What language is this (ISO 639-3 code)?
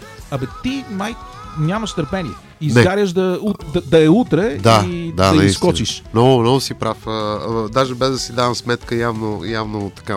bul